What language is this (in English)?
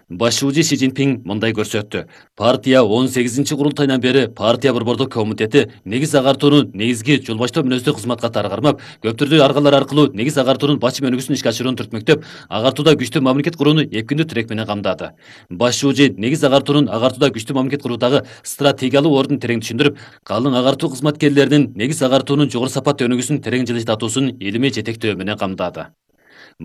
Kyrgyz